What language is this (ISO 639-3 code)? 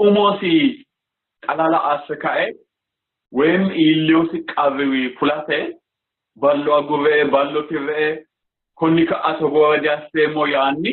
sid